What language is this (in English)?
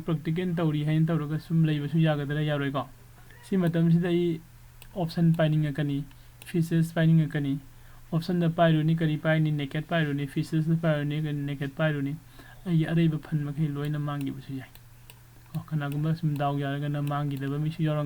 Manipuri